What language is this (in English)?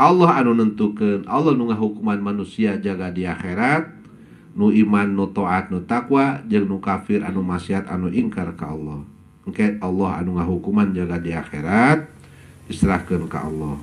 Sundanese